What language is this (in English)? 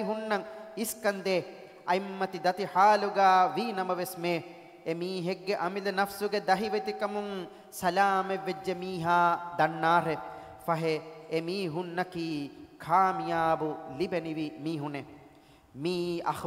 Divehi